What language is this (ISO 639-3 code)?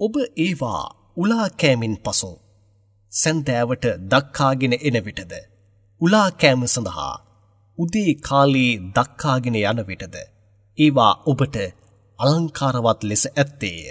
sin